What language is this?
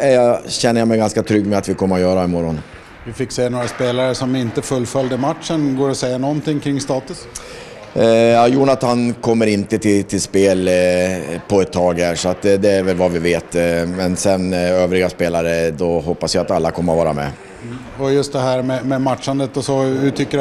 Swedish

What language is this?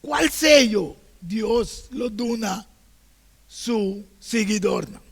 Papiamento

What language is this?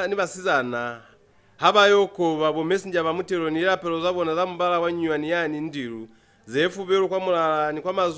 Lozi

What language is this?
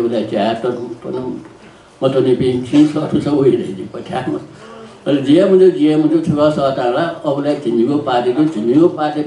Newari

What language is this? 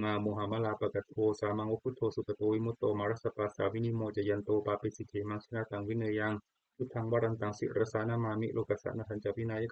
Pali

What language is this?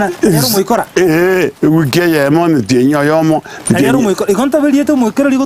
Gusii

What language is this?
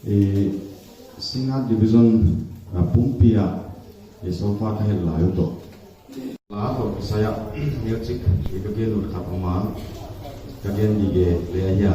Paite Chin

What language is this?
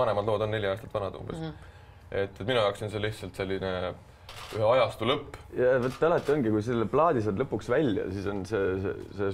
Estonian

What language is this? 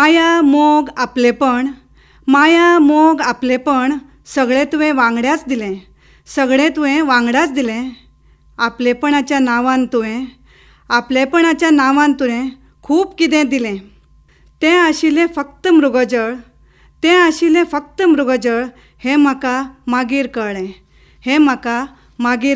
Konkani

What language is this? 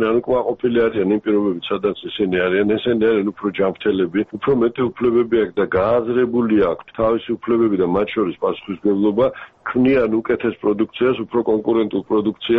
Georgian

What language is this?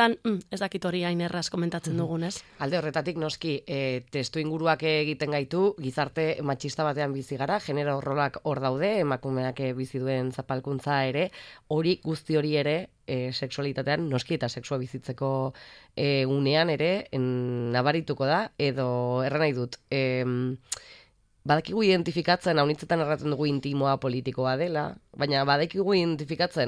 Basque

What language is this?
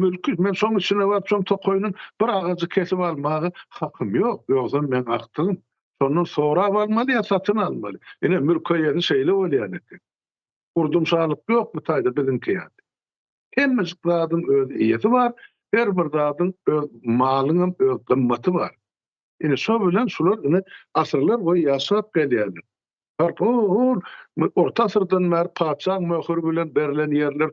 Turkmen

